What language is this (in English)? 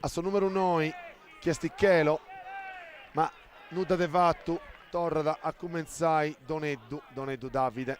Sardinian